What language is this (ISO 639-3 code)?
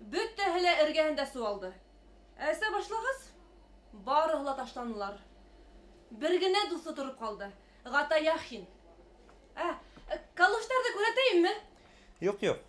bak